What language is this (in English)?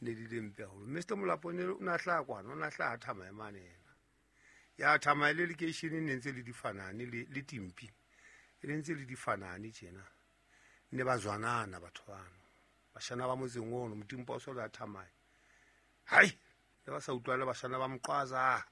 Southern Sotho